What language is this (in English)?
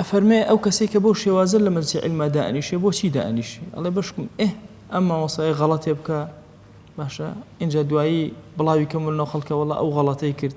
Central Kurdish